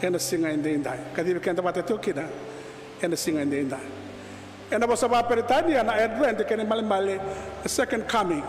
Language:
Fijian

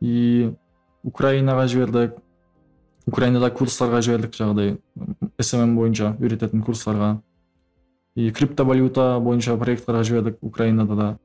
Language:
Kara-Kalpak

